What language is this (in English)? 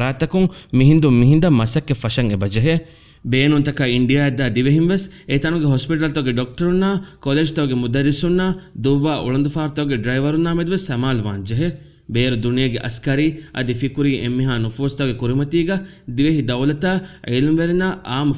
Divehi